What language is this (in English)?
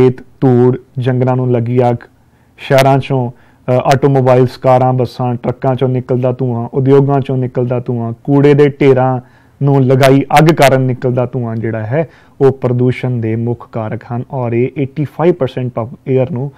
Punjabi